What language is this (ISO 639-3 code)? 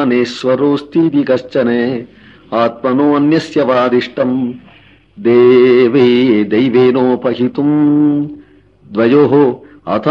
san